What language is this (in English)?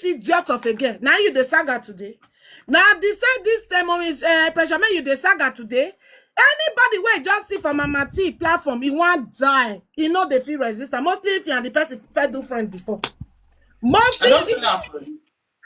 Nigerian Pidgin